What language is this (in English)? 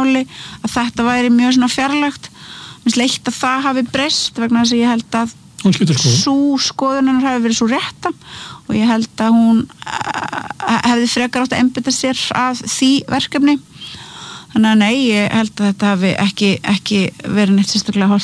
Icelandic